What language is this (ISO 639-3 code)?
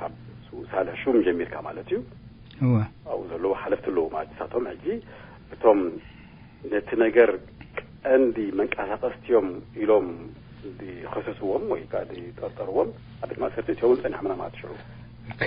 tir